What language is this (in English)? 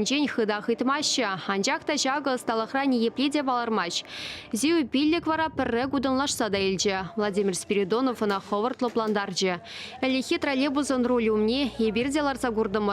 Chuvash